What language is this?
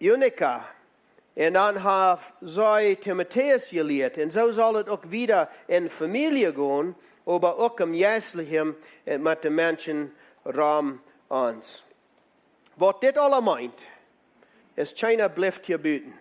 Plautdietsch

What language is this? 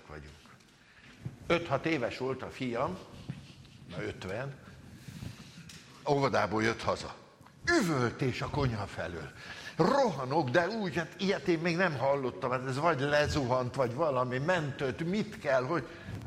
Hungarian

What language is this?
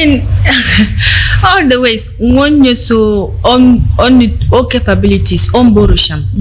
Dagbani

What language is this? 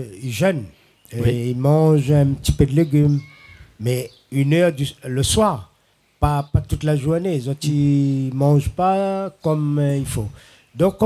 Réunion Creole French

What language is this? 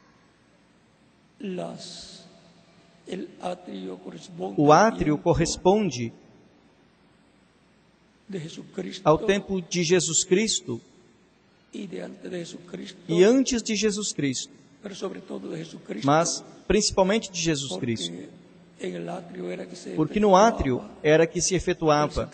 Portuguese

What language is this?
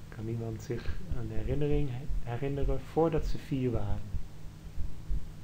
Dutch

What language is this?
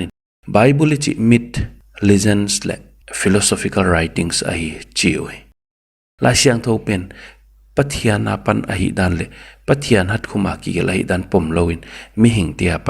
Paite Chin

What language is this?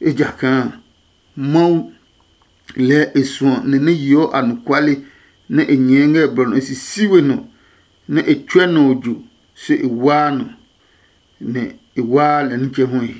Adangme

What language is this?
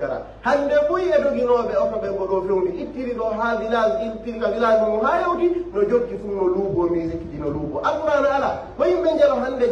Pular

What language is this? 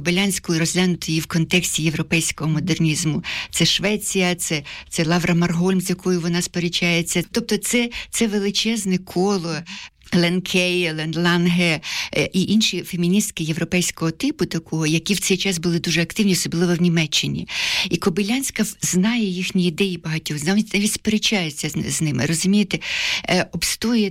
Ukrainian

